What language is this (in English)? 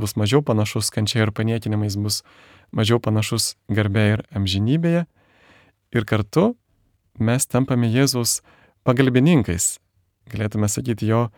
Lithuanian